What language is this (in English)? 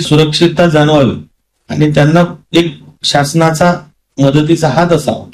Marathi